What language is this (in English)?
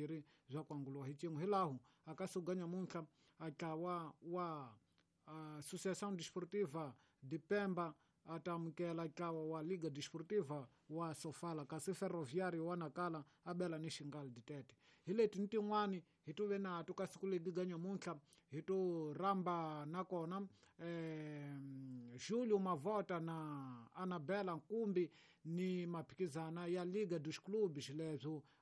Tsonga